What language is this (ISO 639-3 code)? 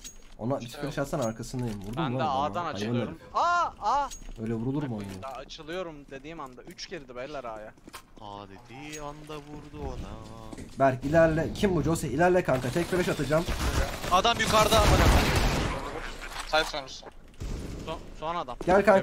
tur